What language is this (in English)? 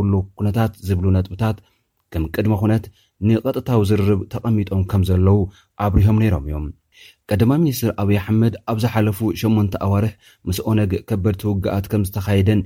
Tigrinya